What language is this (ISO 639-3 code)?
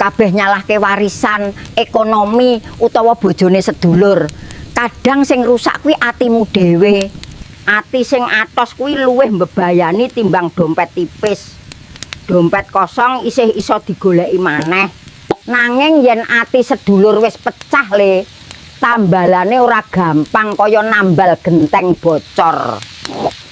jav